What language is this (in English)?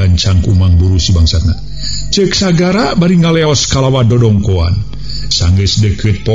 Sundanese